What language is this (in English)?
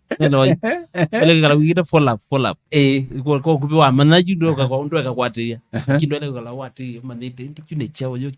Kamba